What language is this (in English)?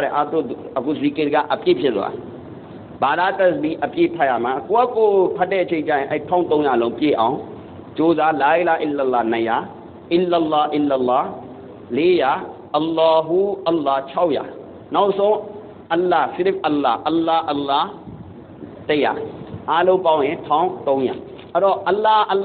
Burmese